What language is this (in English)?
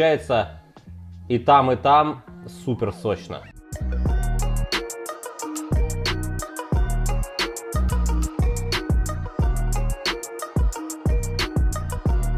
Russian